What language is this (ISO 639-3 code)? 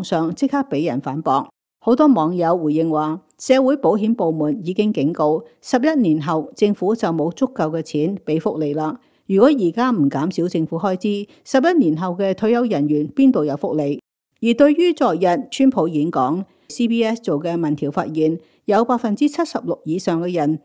yue